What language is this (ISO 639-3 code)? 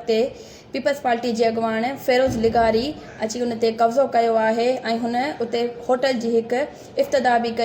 snd